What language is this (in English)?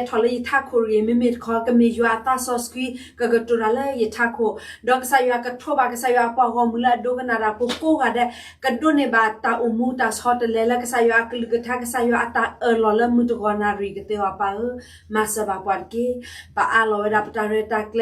S'gaw Karen